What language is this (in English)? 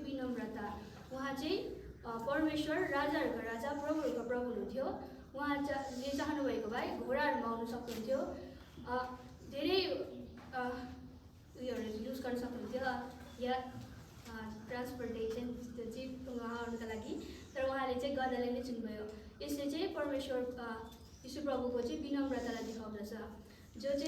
Nepali